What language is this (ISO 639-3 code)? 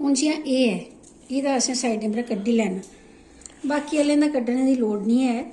doi